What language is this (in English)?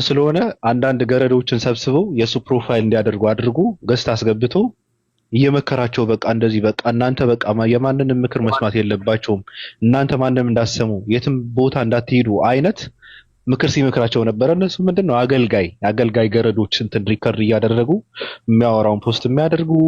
Amharic